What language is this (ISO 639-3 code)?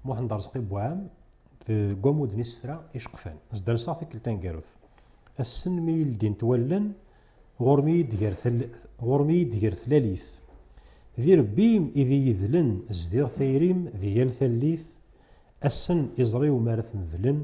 kab